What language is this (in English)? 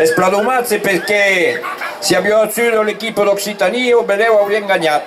Occitan